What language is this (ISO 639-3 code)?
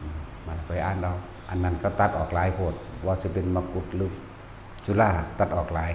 tts